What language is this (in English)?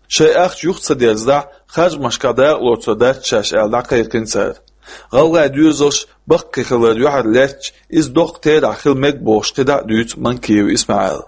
Chechen